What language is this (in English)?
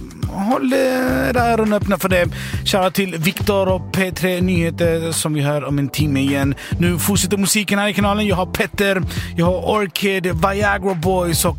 Swedish